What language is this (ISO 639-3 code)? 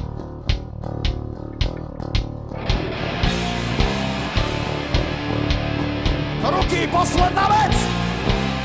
slk